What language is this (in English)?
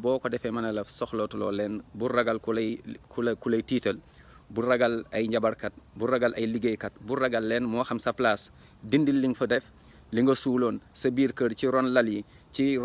Wolof